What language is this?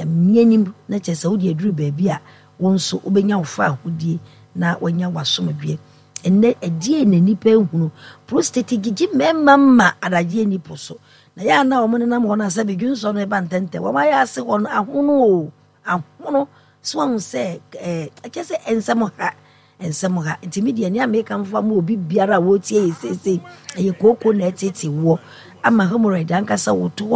Akan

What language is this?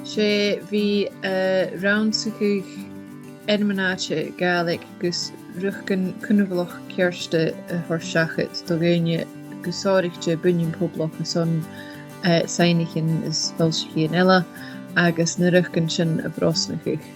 Scottish Gaelic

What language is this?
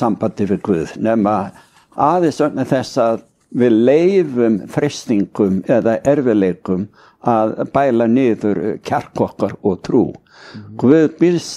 Icelandic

